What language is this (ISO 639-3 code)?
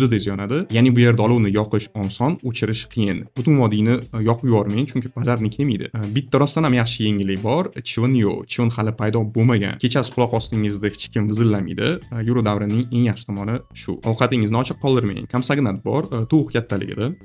uzb